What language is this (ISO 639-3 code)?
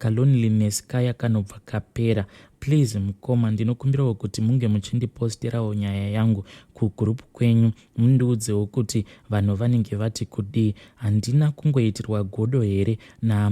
sna